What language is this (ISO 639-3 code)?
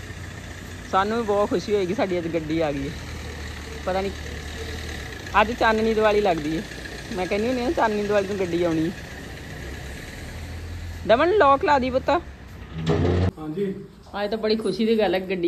pan